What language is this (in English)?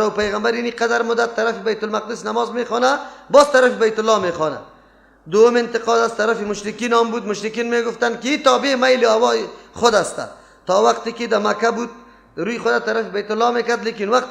Persian